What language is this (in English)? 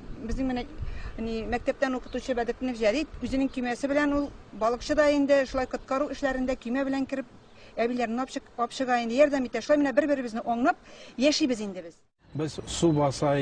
Tatar